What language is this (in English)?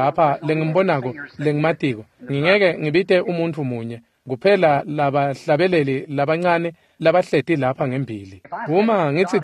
Swati